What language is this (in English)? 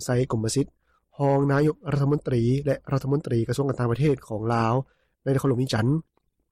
Lao